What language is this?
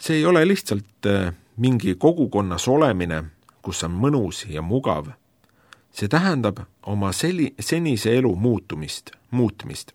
Estonian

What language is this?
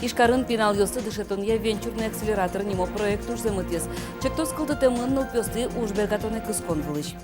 Udmurt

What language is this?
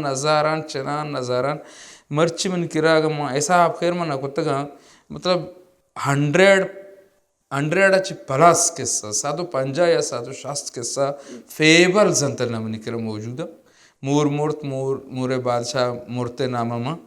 Baluchi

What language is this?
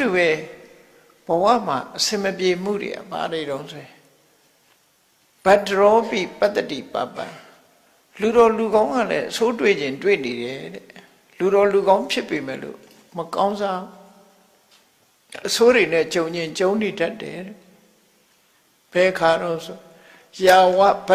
Burmese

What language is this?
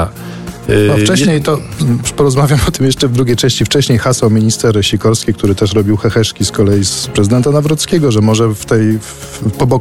Polish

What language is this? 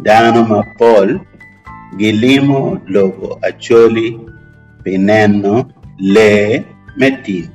Acoli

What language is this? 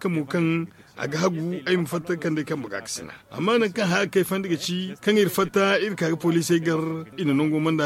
Zarma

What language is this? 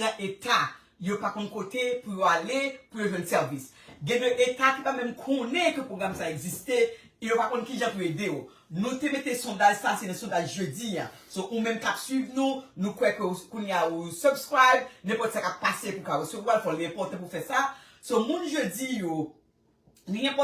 Haitian Creole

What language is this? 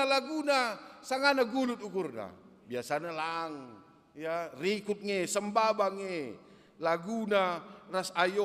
Batak Karo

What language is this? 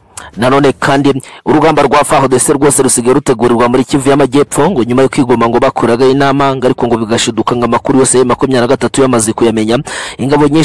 Kinyarwanda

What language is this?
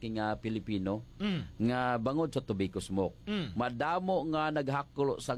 Hiligaynon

